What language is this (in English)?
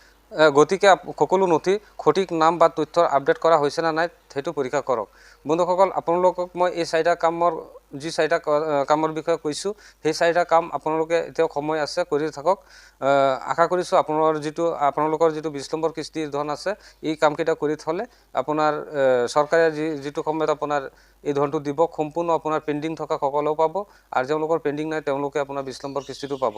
Assamese